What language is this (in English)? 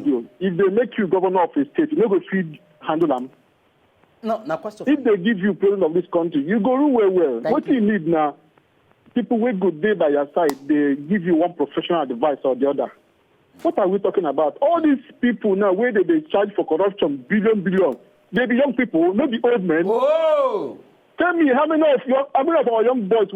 Nigerian Pidgin